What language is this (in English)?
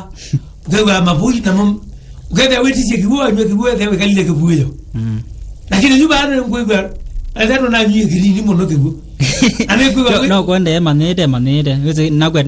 Kamba